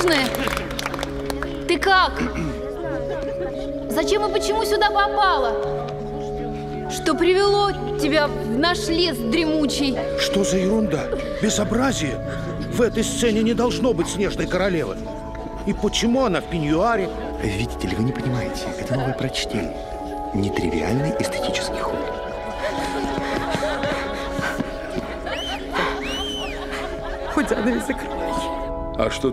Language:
Russian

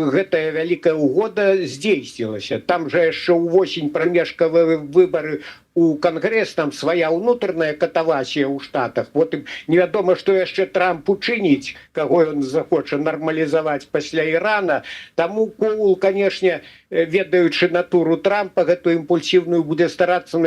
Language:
Belarusian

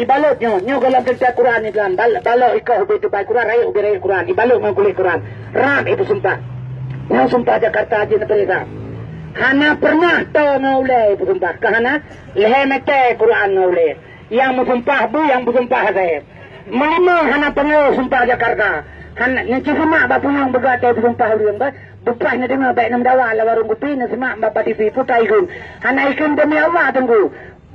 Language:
Achinese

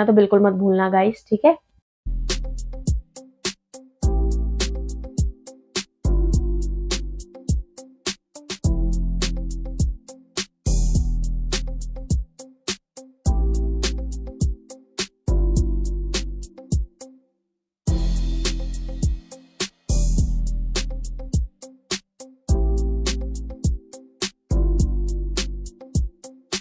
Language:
Hindi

